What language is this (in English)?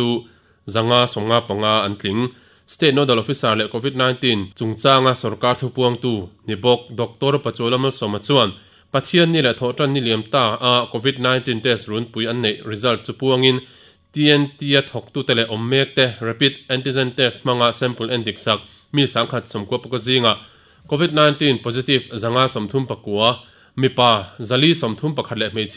Mizo